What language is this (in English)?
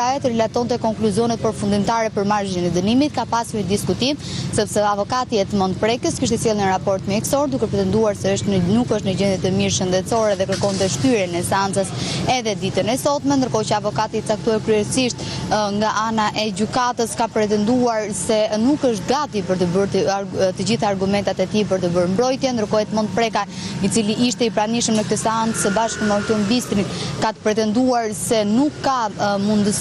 Albanian